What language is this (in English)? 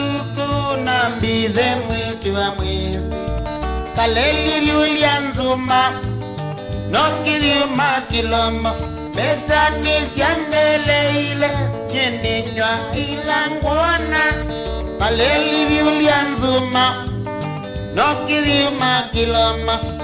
Kamba